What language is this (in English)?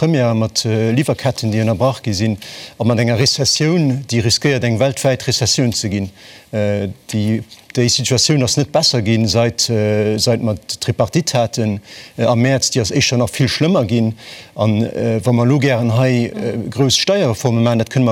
Luxembourgish